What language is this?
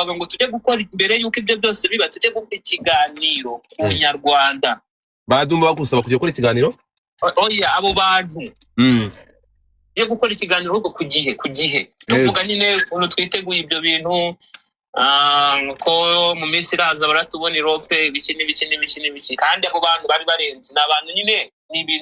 Kinyarwanda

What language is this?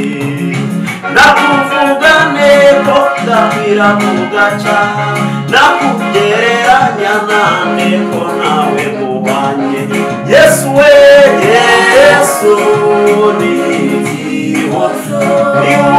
Kinyarwanda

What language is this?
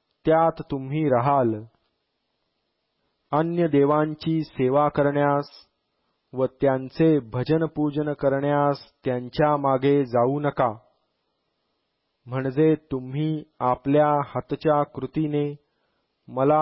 Marathi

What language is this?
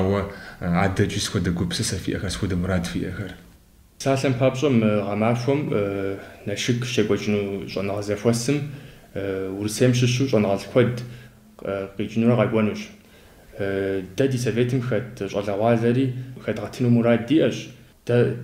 Kabardian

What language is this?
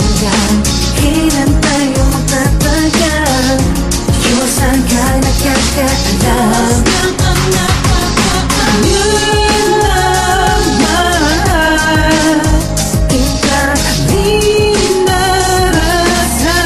Filipino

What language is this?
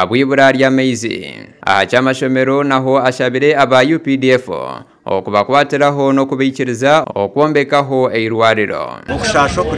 Nyankole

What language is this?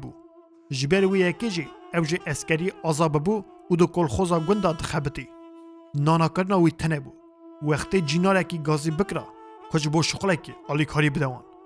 Kurdish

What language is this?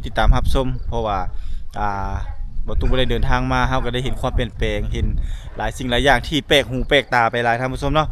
Lao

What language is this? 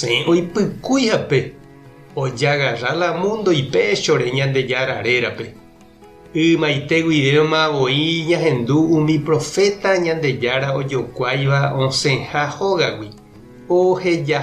Guarani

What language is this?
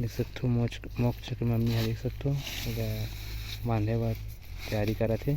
Chhattisgarhi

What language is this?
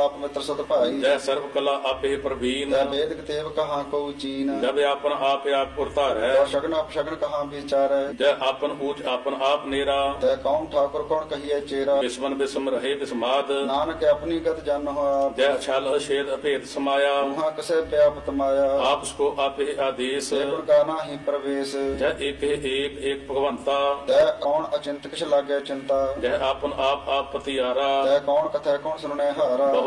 Punjabi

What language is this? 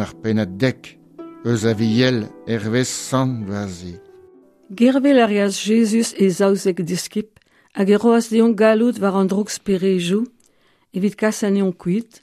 Breton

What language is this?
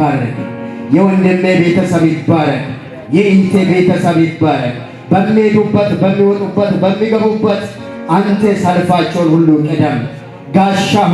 Amharic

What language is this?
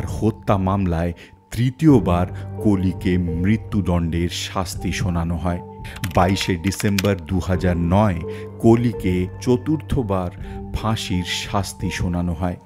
Bangla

